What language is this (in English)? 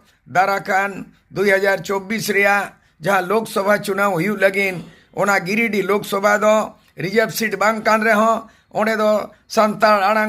Santali